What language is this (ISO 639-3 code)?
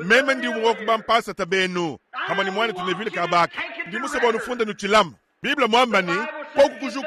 lua